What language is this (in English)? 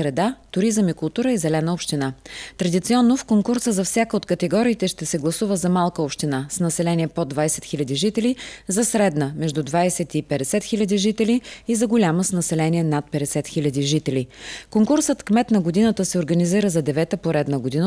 Bulgarian